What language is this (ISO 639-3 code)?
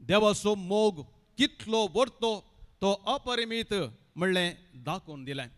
kok